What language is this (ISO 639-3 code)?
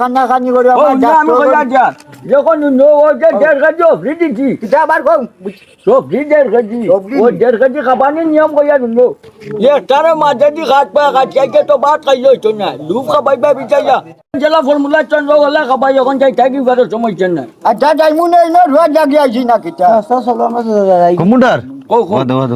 syl